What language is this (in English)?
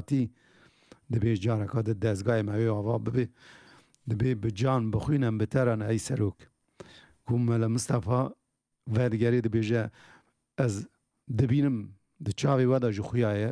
Kurdish